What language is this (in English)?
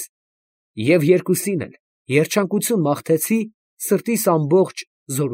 Armenian